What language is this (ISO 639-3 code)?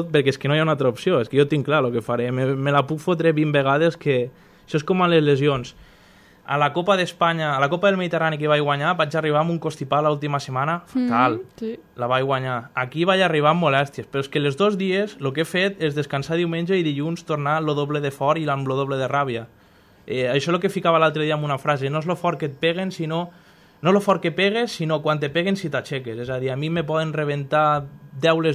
cat